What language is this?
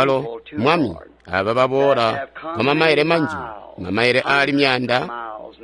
Tonga (Zambia)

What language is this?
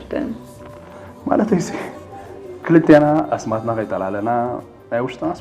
Tigrinya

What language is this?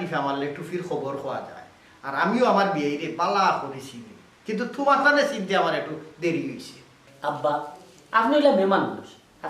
Sylheti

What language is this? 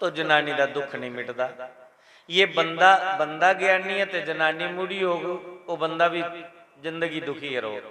Dogri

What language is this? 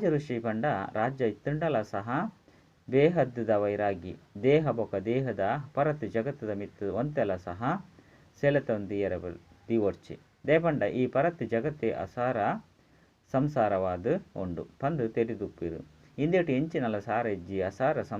Tulu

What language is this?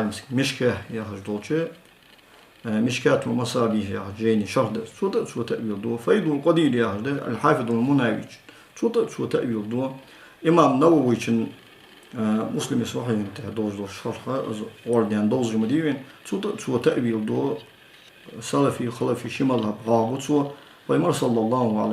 Ingush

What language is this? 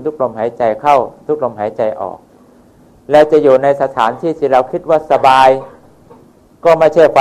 Thai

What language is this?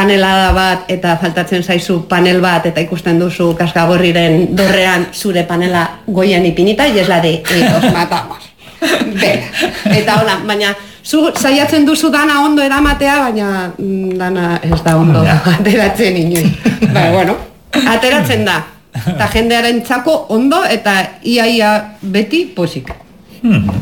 Basque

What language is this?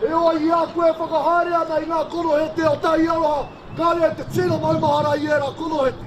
Māori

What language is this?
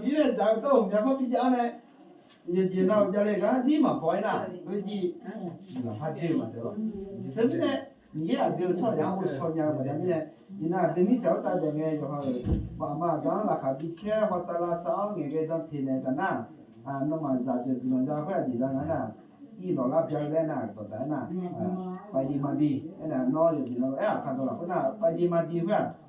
Akha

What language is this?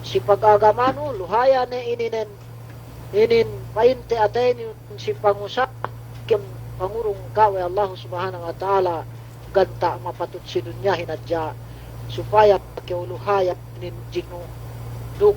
Yakan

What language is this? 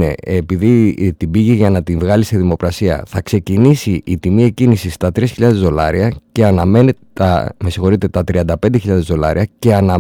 Greek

